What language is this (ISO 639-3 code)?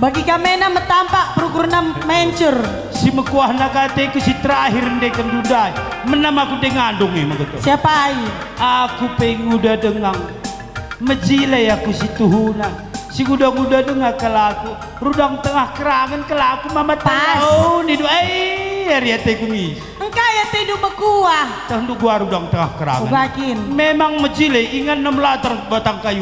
btx